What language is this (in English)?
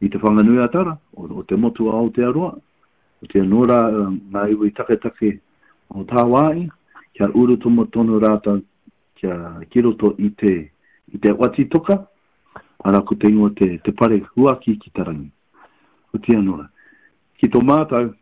Māori